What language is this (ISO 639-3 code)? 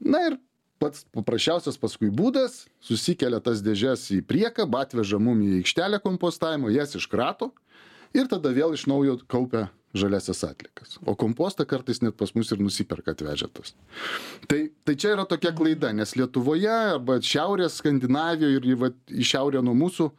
lit